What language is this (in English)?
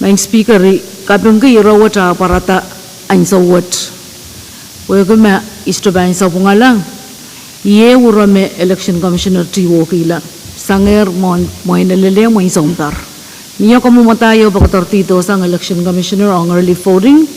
Pohnpeian